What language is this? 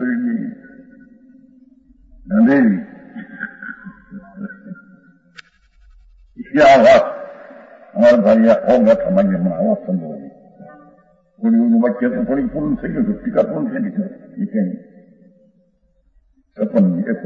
Gujarati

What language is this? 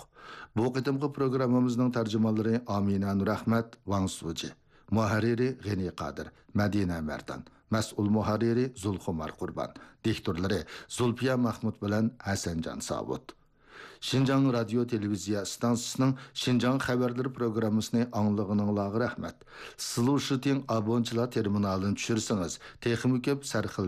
Uyghur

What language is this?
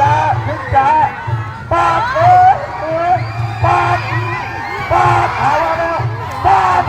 Lao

